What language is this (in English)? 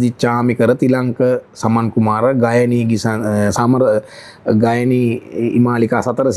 Sinhala